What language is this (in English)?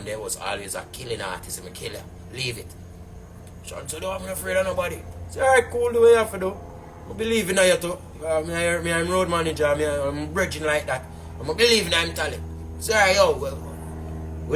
Jamaican Creole English